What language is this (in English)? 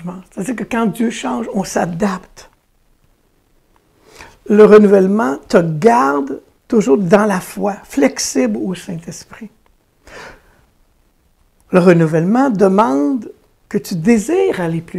French